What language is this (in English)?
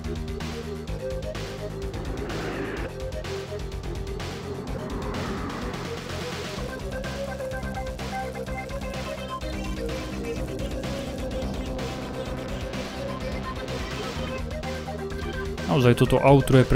Slovak